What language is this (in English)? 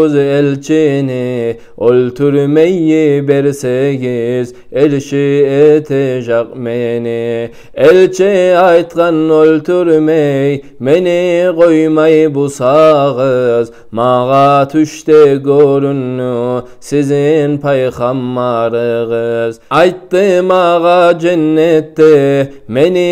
Kumyk